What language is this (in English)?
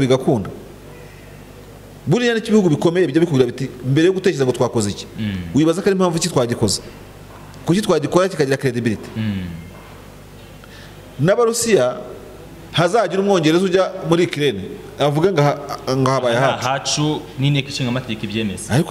Kinyarwanda